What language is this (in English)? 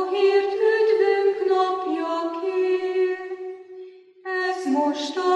Hungarian